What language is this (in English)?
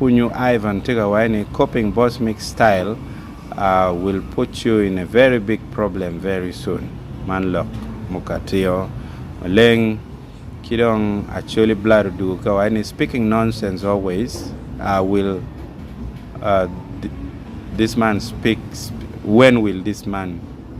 Acoli